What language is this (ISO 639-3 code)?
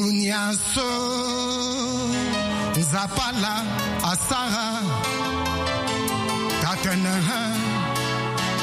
swa